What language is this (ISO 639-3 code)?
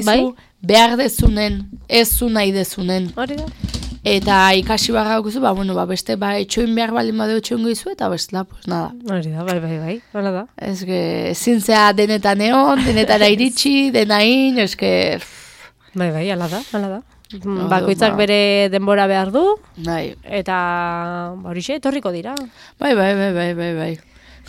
eus